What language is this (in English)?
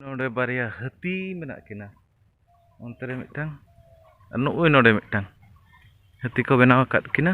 Santali